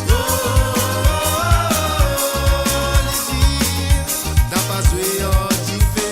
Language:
Morisyen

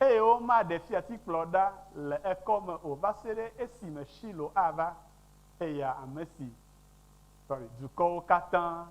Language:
Ewe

